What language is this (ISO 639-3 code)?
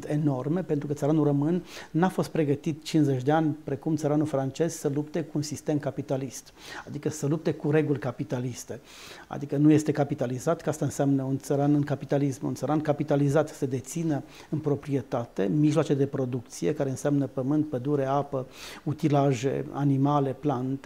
ron